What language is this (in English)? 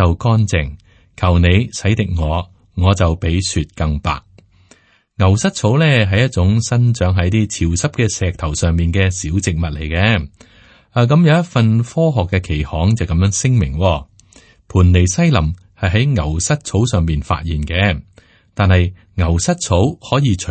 Cantonese